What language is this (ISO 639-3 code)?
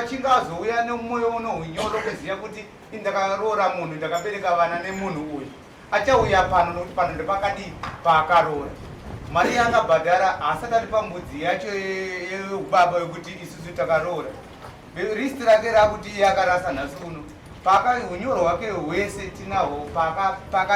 sna